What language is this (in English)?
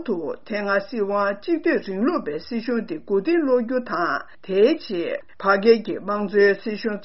Tibetan